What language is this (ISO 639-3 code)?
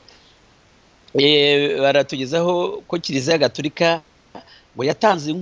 kin